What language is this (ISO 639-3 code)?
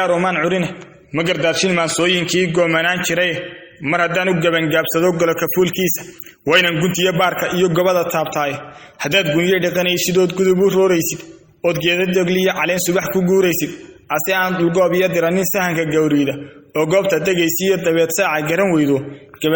som